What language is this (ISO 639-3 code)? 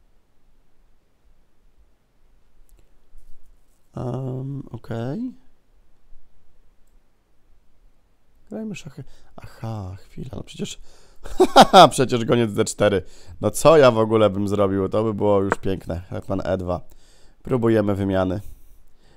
pol